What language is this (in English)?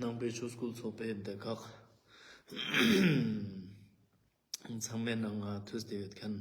Ladakhi